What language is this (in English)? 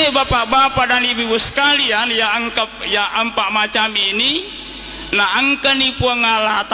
Buginese